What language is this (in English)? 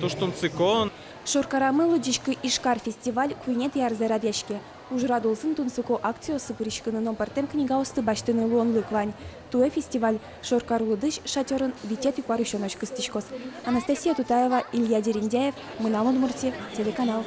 Udmurt